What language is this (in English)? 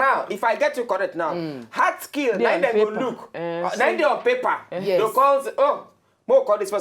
Nigerian Pidgin